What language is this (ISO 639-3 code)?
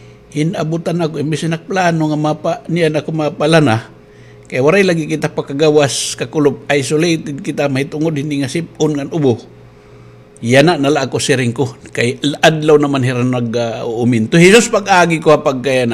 war